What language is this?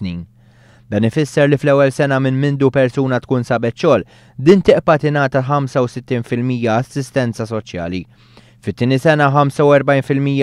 Maltese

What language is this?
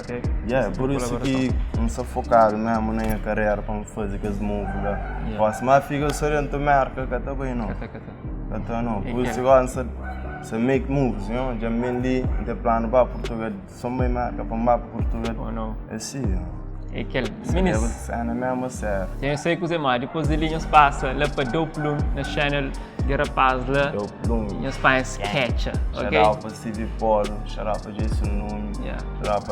Kabuverdianu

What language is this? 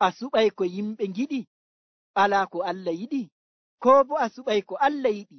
Nigerian Fulfulde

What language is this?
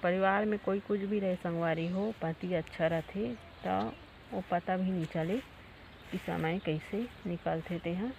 Chhattisgarhi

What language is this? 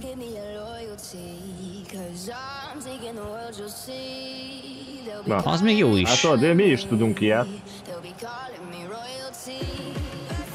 Hungarian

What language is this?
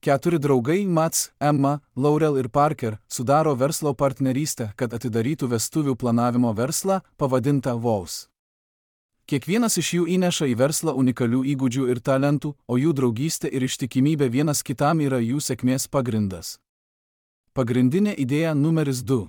Lithuanian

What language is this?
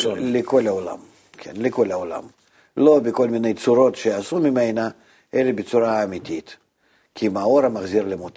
Hebrew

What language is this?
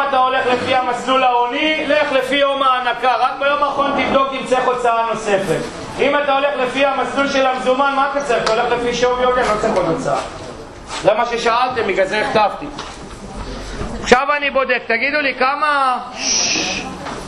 Hebrew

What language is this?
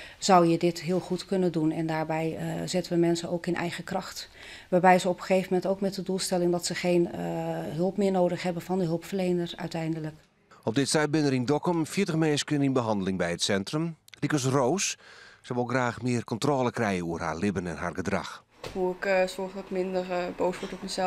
Western Frisian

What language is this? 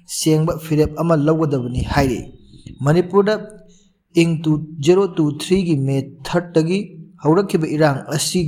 Manipuri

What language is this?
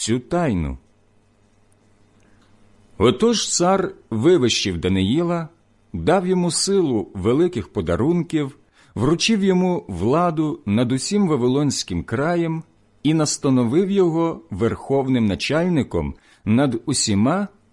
Ukrainian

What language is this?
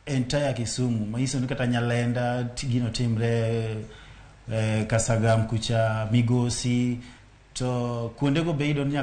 Luo (Kenya and Tanzania)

